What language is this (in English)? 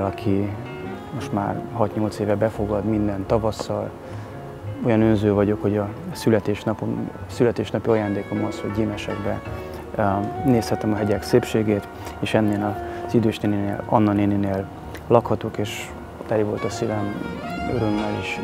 Hungarian